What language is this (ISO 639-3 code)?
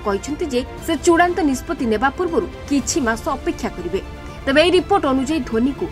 ori